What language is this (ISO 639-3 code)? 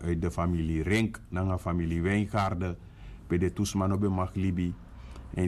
srn